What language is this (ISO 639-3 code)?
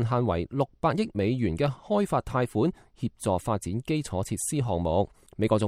yue